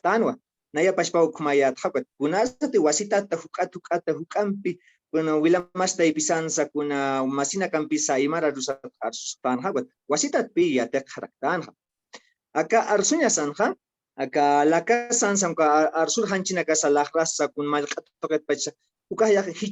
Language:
Aymara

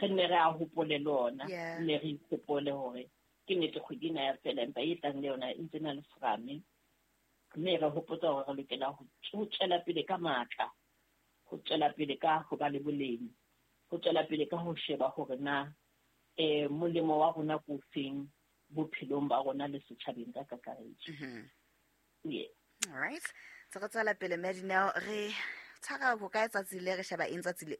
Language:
Southern Sotho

